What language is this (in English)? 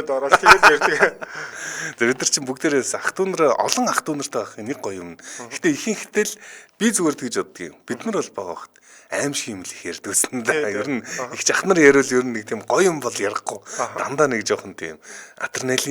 Mongolian